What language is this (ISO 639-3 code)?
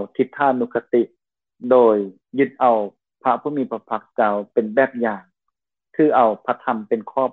lao